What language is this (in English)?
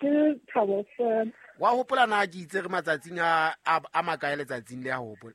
Southern Sotho